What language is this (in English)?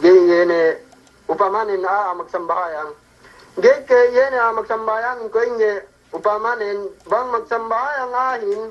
Yakan